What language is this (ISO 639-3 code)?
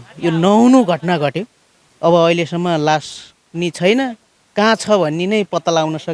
nep